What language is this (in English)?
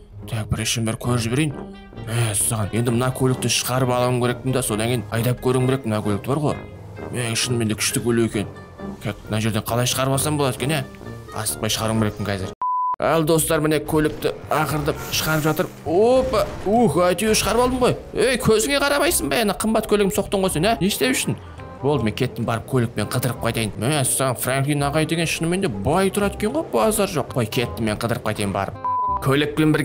Kazakh